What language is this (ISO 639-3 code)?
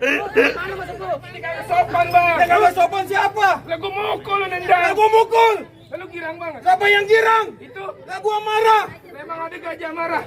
bew